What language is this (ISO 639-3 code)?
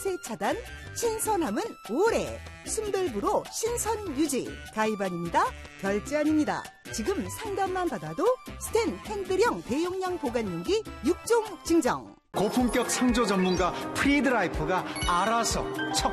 kor